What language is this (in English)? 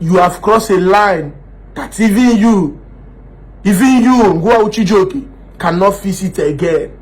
Igbo